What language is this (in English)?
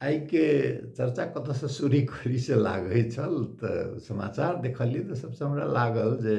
Maithili